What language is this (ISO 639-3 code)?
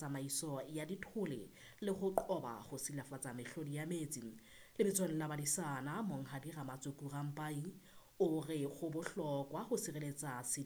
sot